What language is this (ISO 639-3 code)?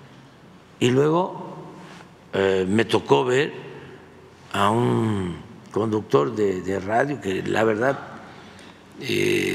spa